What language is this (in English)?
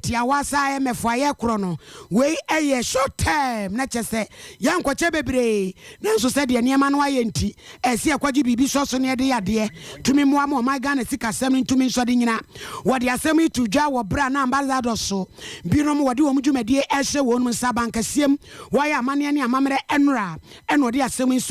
Akan